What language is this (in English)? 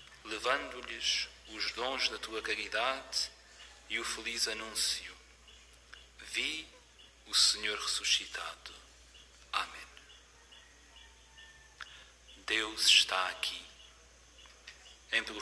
Portuguese